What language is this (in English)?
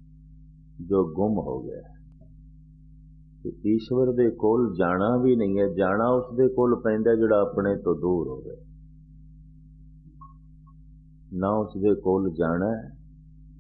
Punjabi